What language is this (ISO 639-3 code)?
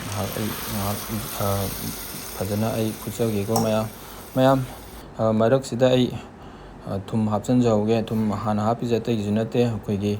mni